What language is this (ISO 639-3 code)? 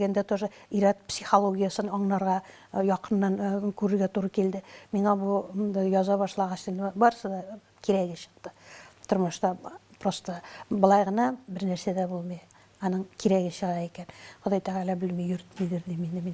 tat